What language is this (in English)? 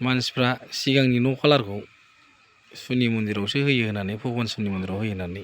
Bodo